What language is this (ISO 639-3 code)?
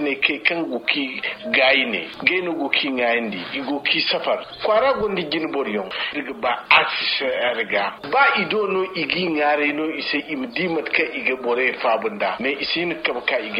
dje